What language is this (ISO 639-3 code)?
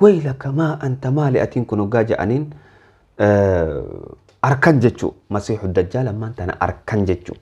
orm